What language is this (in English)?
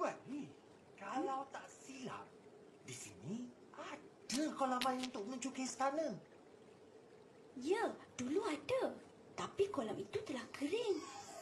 Malay